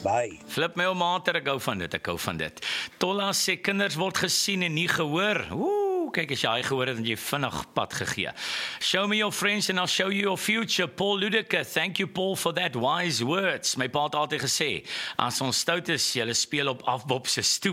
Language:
Afrikaans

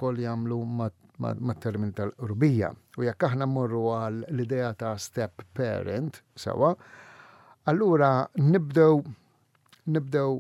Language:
Maltese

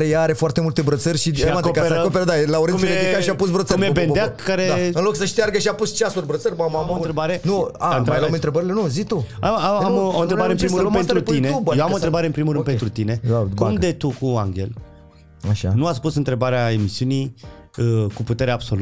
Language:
Romanian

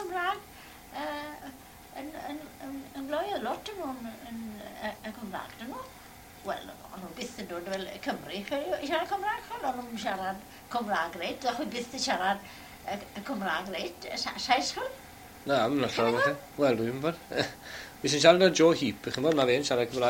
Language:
Welsh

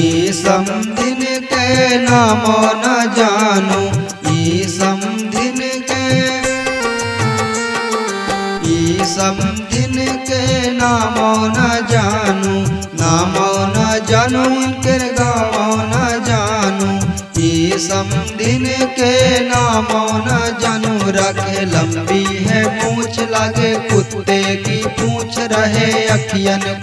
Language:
Bhojpuri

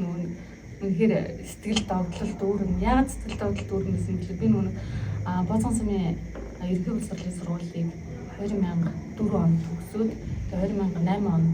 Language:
Mongolian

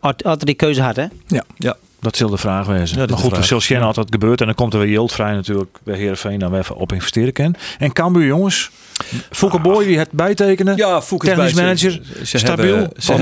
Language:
Western Frisian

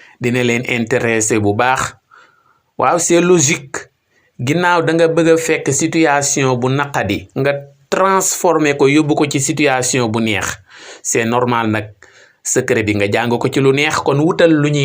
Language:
Wolof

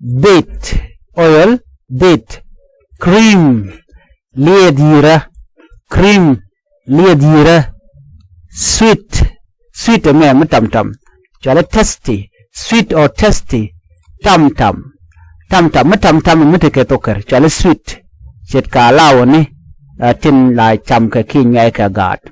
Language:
Nuer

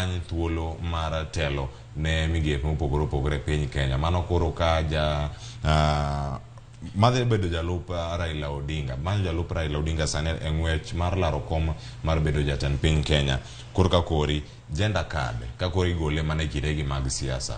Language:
Luo (Kenya and Tanzania)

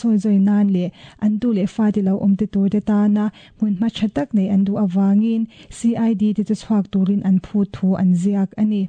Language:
Mizo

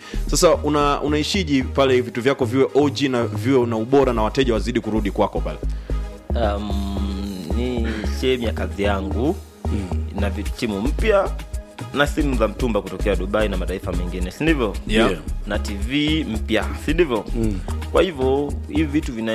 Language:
Swahili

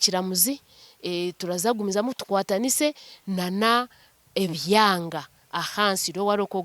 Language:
Nyankole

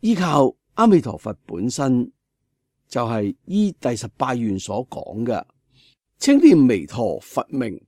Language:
Cantonese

